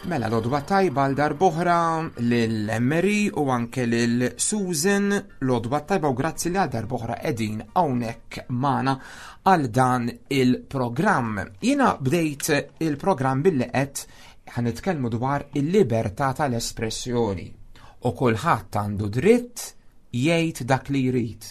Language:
Maltese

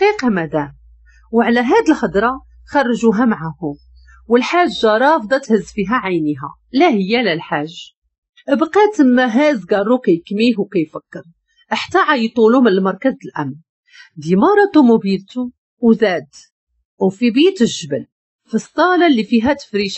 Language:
Moroccan Arabic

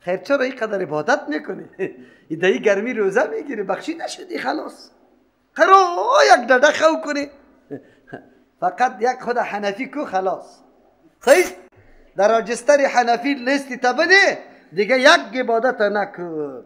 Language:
Persian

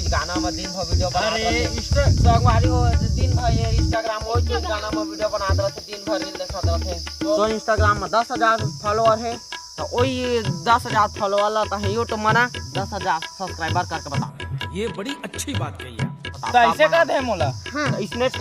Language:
Chhattisgarhi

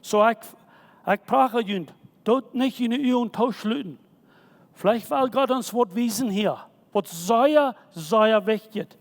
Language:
Plautdietsch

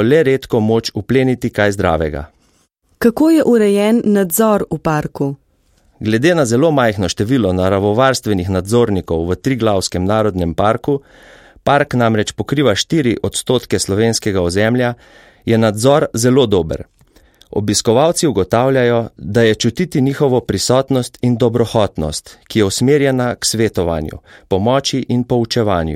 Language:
Slovenian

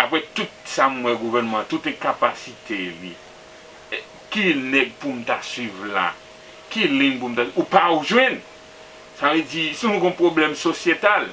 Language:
Haitian Creole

